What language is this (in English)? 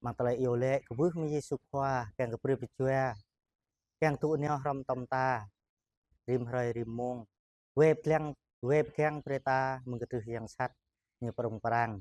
Jarai